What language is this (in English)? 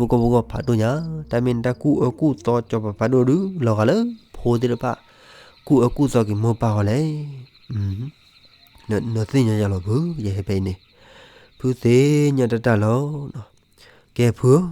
S'gaw Karen